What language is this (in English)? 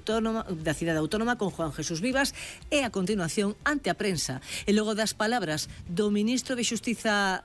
Galician